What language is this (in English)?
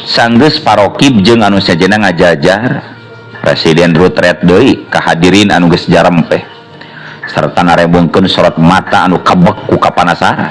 Sundanese